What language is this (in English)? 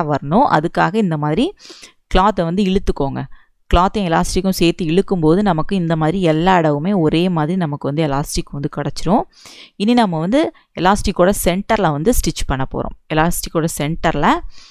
Tamil